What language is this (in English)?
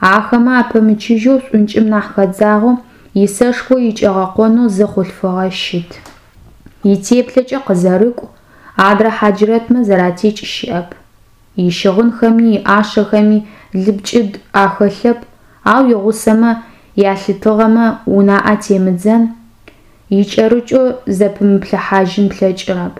Adyghe